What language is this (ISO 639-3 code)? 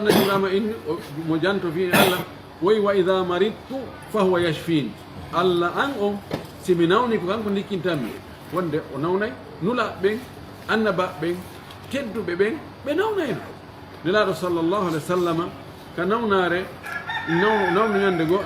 fuf